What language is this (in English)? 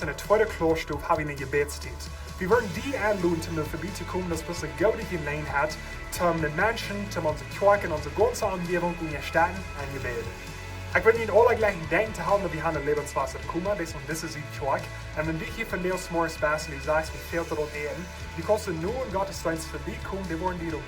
Plautdietsch